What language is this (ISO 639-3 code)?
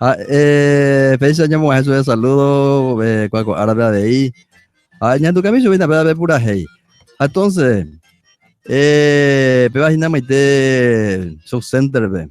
grn